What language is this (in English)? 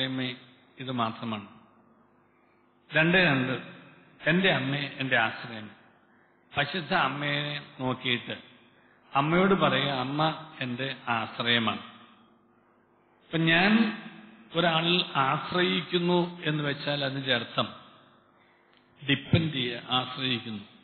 Malayalam